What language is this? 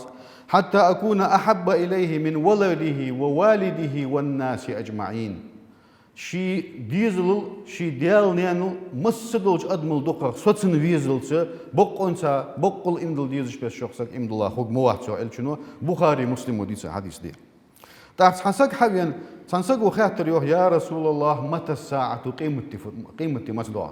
Ingush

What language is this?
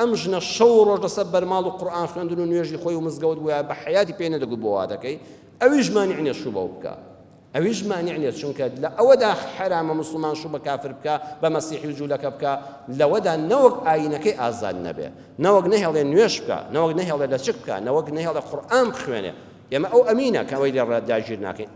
Central Kurdish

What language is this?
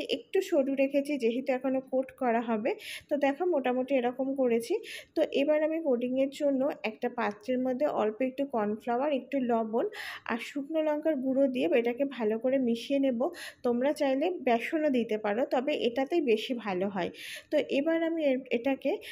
Bangla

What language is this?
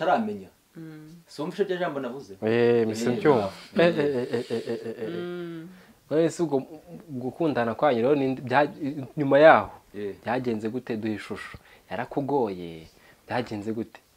Kinyarwanda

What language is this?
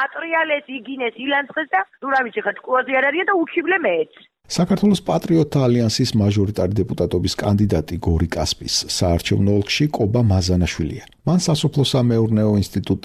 Georgian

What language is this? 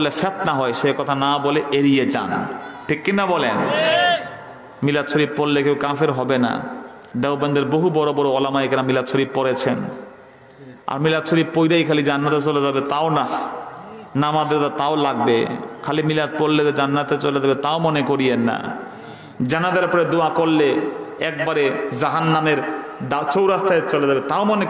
Bangla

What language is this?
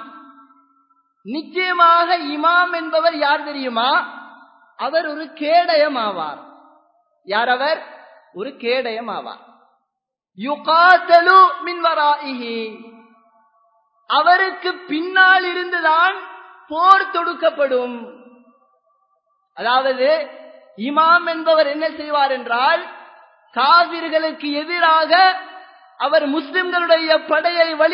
Tamil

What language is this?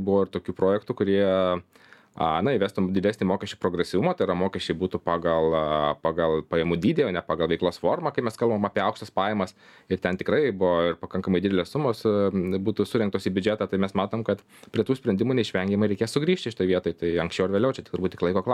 Lithuanian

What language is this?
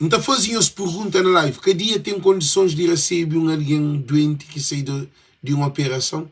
Kabuverdianu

